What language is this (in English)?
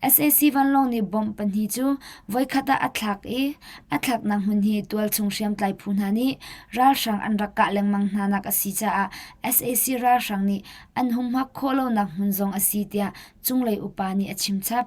Hakha Chin